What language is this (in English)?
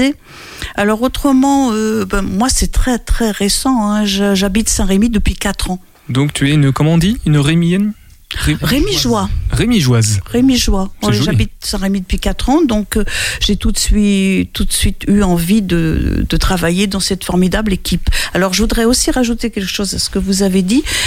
French